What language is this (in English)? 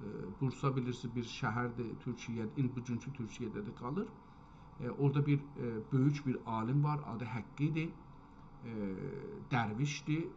South Azerbaijani